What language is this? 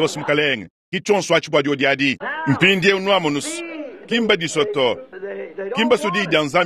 Luba-Lulua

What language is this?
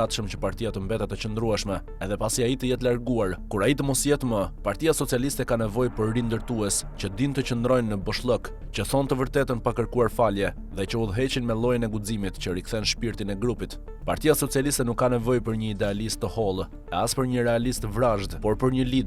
Albanian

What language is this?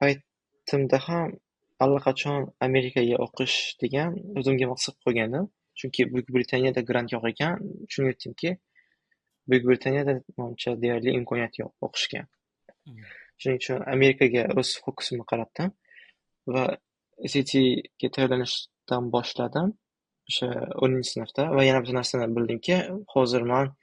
Uzbek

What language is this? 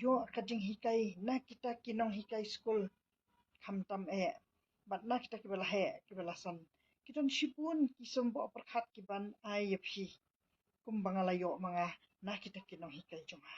Khasi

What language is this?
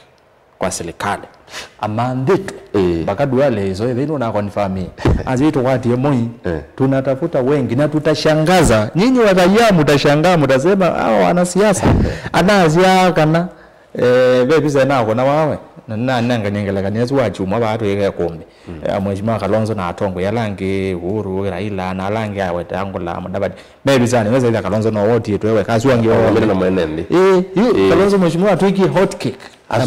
Kamba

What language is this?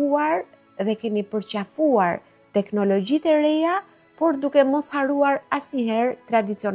Albanian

